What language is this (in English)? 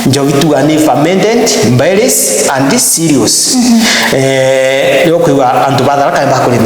Meru